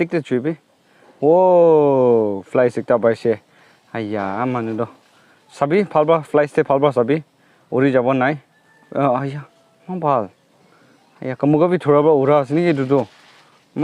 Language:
Naga Pidgin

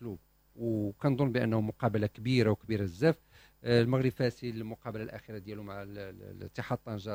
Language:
Moroccan Arabic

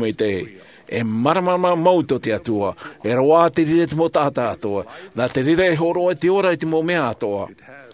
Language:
Tahitian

